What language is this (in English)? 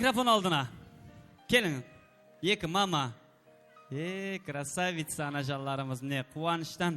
Kara-Kalpak